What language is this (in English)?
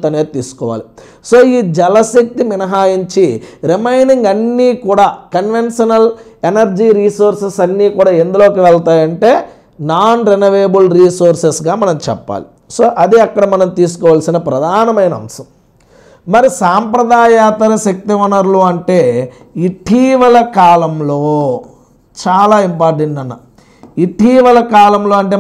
Telugu